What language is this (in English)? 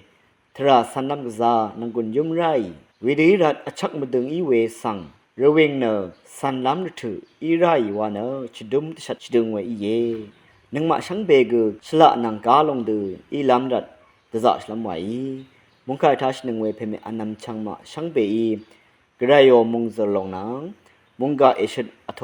Rawang